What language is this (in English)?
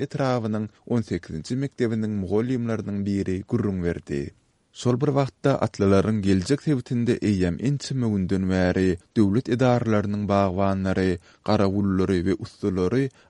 Turkmen